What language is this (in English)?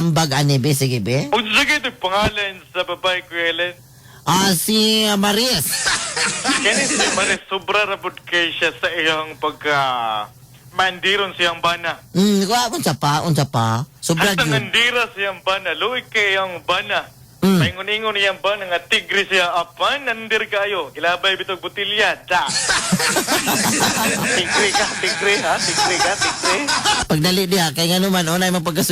Cebuano